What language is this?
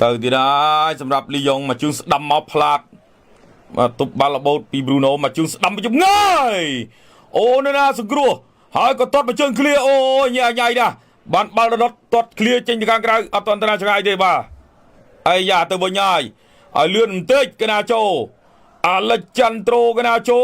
Khmer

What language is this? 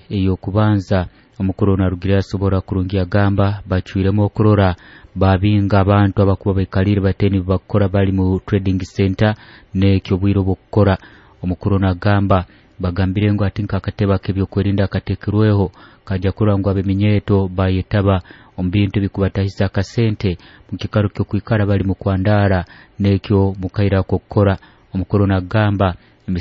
Nyoro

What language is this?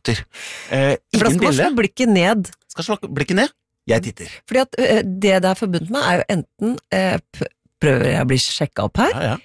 Norwegian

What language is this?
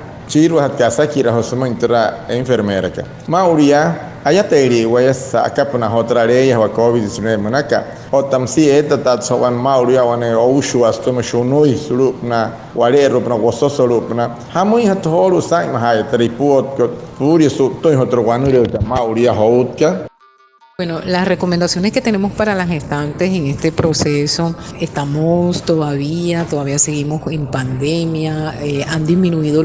Wayuu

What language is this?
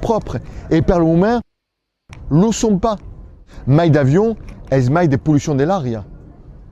Occitan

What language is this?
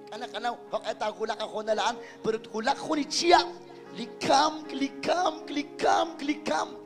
Kekchí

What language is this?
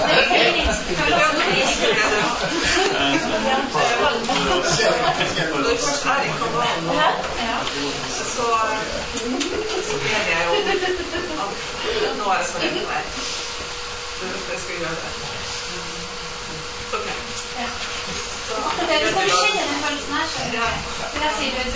Norwegian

